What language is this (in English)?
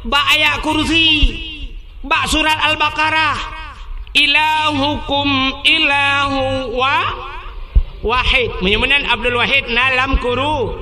Achinese